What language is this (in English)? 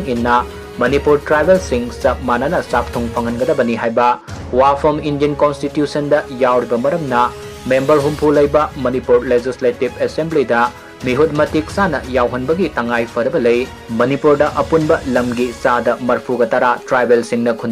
Manipuri